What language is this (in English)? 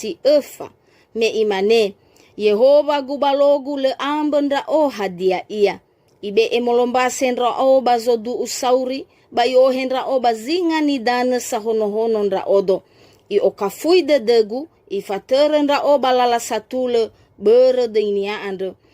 Nias